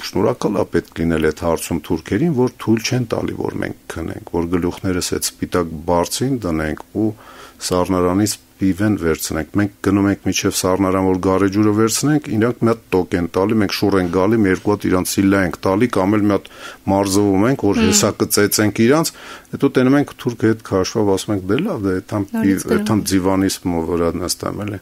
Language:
Armenian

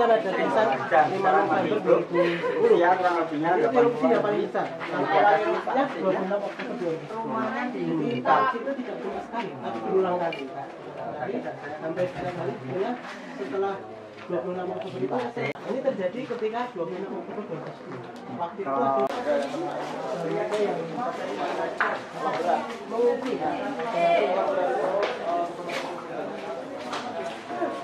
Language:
Indonesian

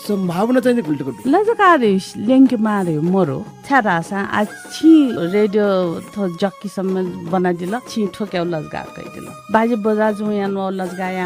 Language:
Newari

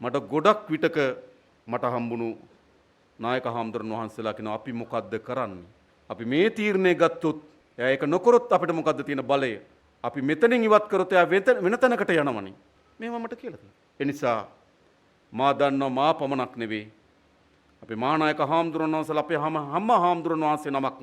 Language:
Sinhala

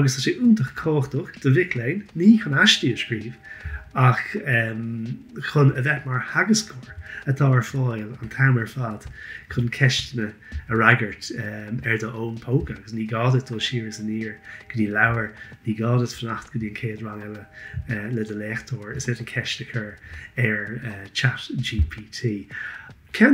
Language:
Irish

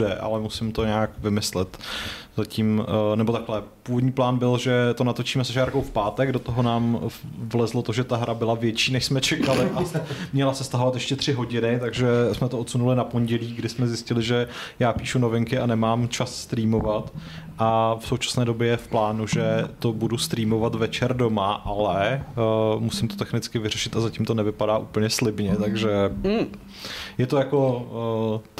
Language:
Czech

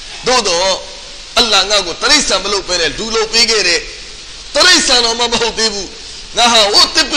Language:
Burmese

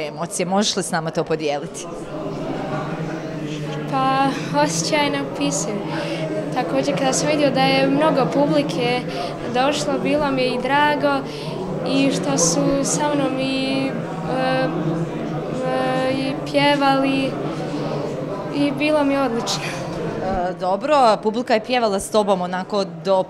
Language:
Bosnian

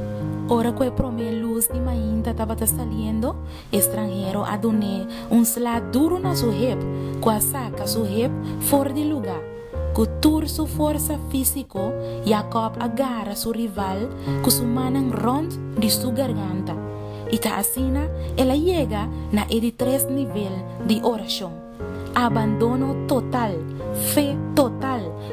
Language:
Papiamento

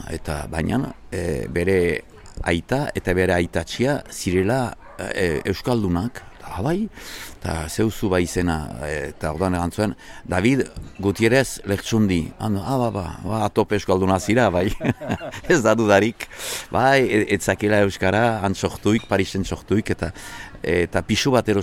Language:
Basque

